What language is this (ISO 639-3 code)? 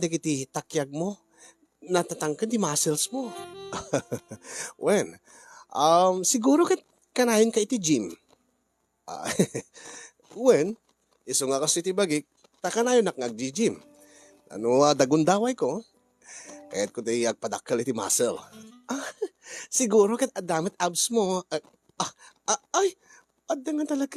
ilo